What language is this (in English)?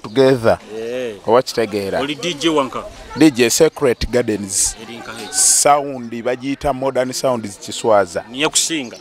Nyoro